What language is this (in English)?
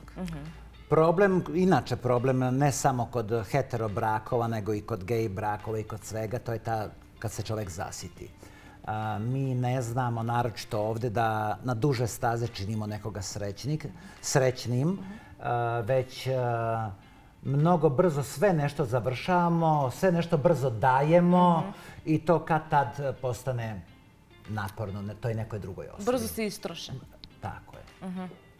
Serbian